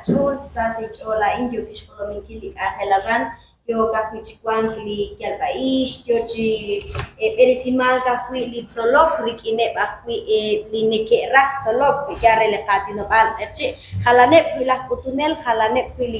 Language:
Kekchí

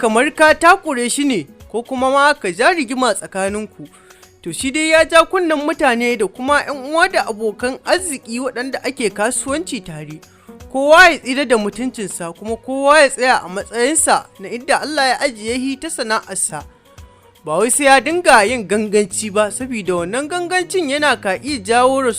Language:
Hausa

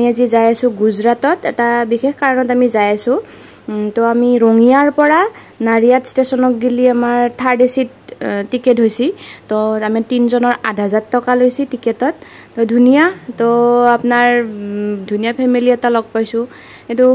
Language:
Assamese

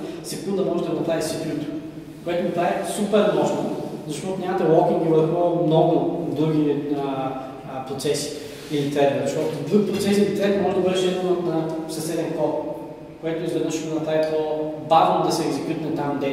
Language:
Bulgarian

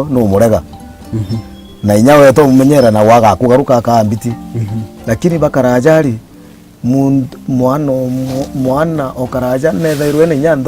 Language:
Meru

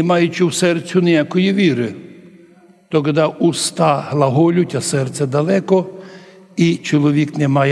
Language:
Rusyn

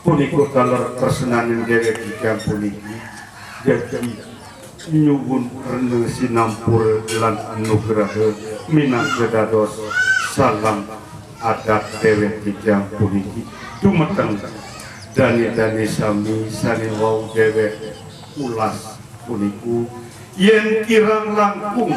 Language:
Sasak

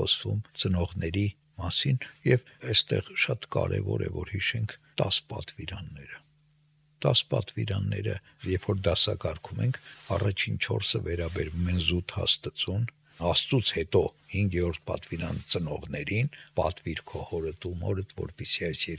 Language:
Armenian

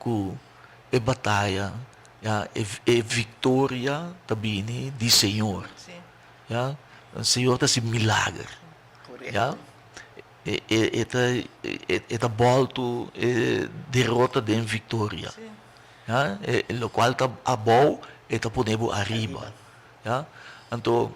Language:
Papiamento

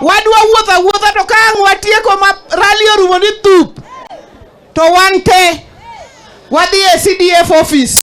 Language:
Luo (Kenya and Tanzania)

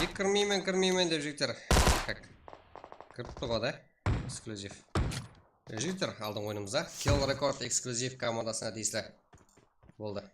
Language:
Kara-Kalpak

